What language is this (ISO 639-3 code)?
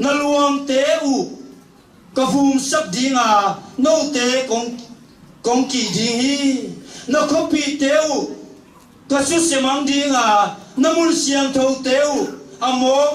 ctd